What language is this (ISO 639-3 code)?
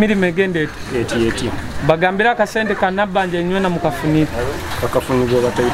nyo